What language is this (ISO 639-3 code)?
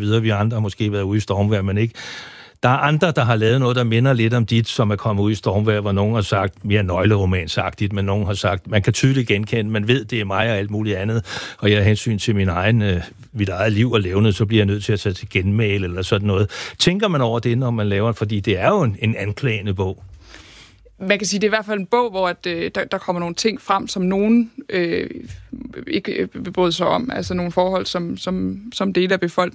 dan